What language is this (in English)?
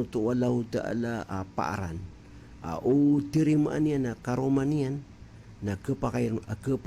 Maranao